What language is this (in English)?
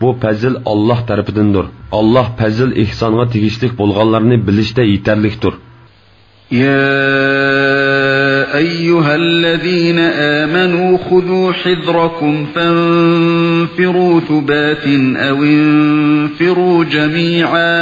Uyghur